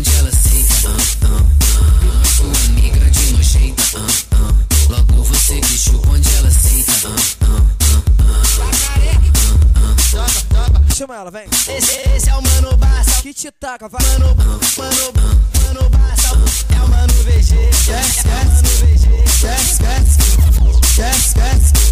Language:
Portuguese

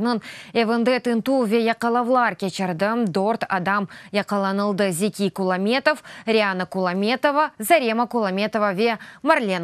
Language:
Crimean Tatar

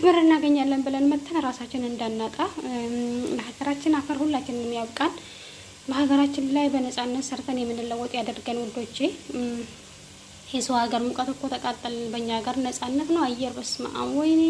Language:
Amharic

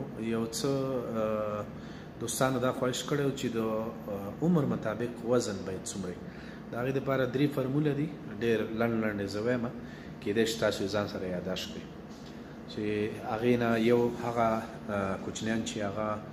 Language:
Pashto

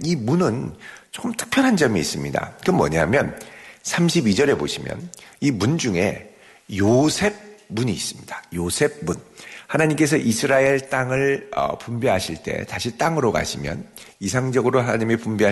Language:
Korean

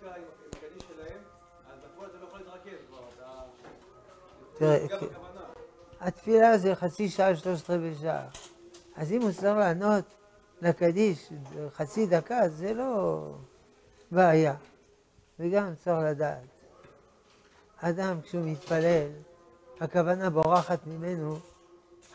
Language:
Hebrew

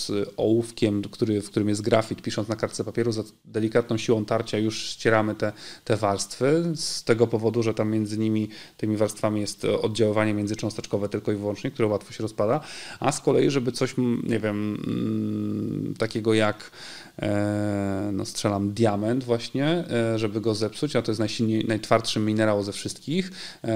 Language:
Polish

